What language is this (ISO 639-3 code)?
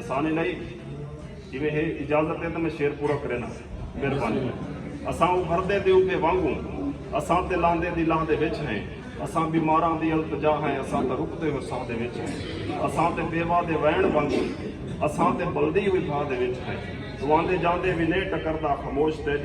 skr